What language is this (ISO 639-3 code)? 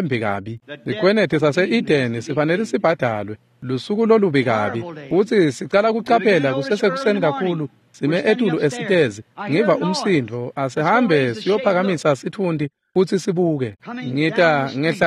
ssw